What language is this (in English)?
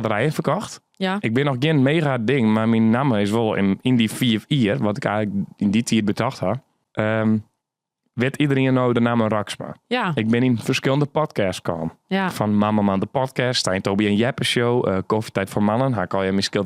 Western Frisian